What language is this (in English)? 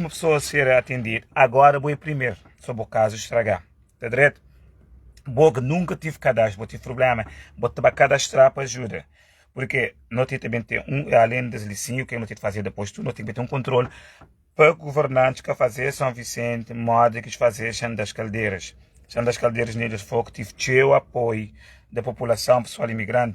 Kabuverdianu